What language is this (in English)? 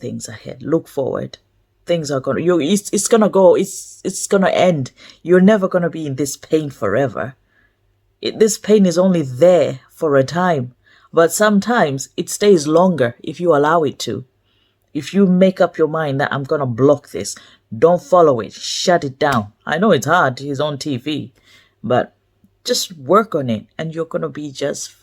English